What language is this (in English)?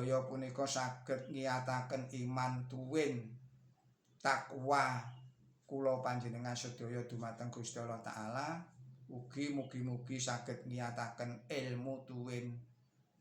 Javanese